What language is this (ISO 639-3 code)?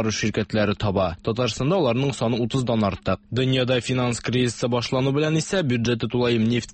tat